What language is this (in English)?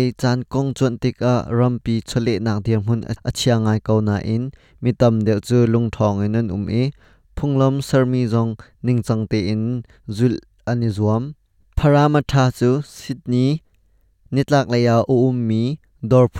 Hakha Chin